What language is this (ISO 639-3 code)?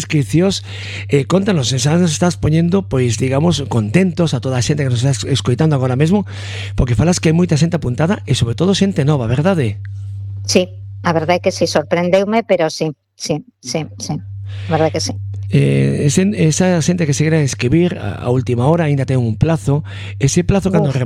glg